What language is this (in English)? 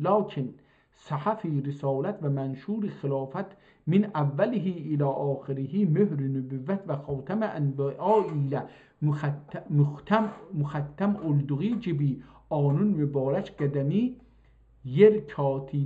South Azerbaijani